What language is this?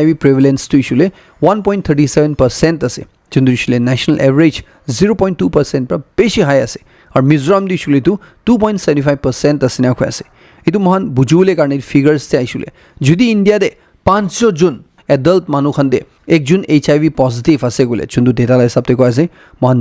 Naga Pidgin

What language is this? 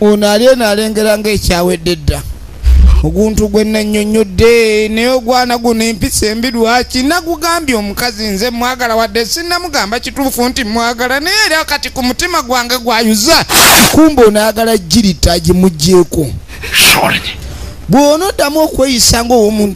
Ganda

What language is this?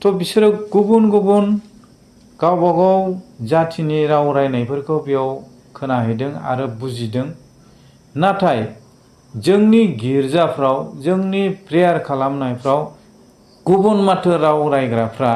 Bodo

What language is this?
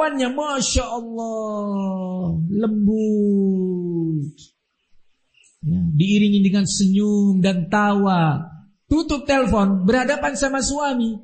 Indonesian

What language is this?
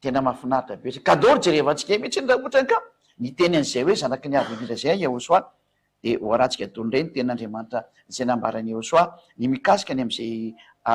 Malagasy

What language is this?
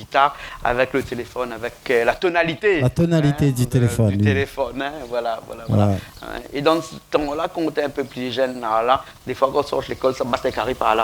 Réunion Creole French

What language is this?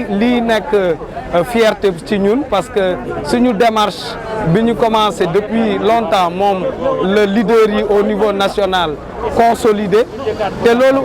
Wolof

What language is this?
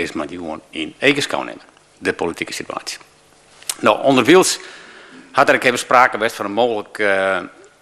Western Frisian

